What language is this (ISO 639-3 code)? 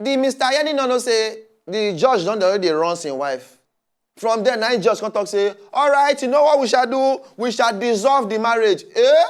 pcm